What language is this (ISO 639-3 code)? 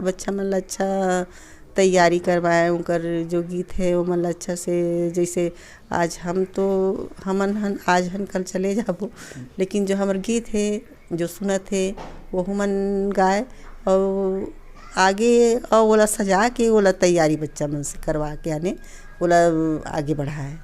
hne